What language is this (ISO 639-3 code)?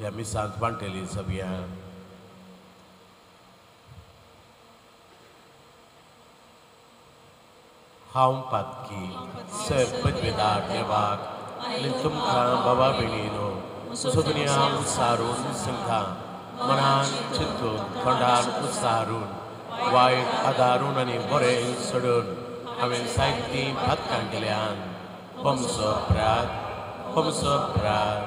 kok